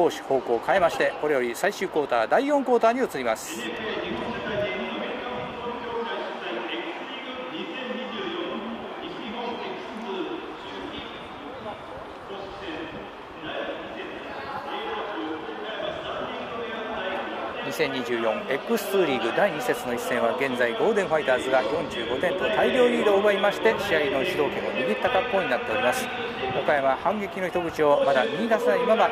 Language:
Japanese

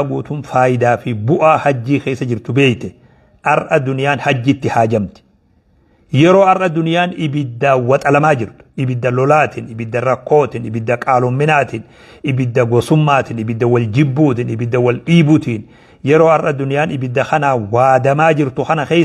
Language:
Oromo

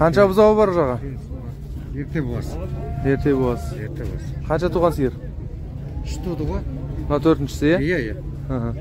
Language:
Kazakh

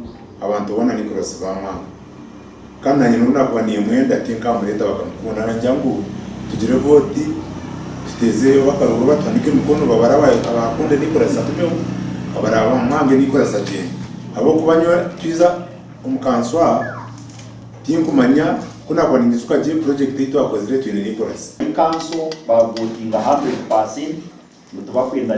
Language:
Nyankole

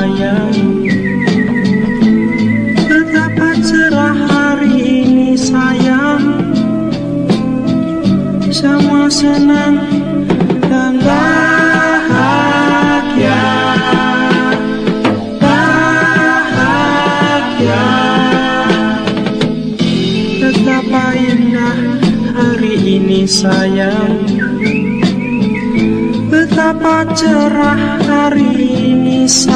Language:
Indonesian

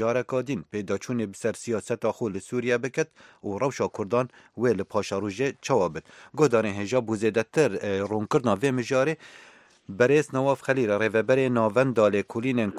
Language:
Kurdish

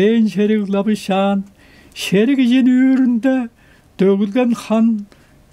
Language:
Tuvinian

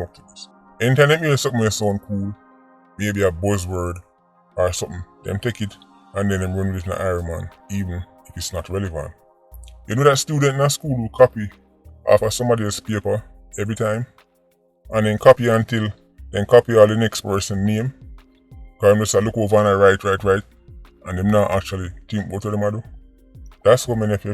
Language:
Jamaican Creole English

